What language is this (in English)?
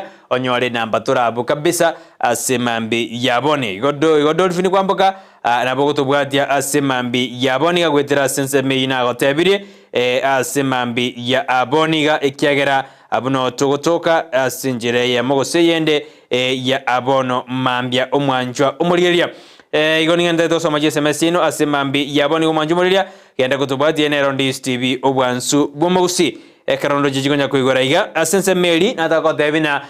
Gusii